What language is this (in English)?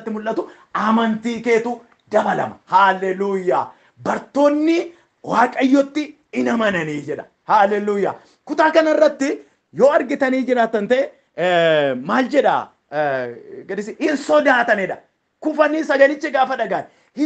Oromo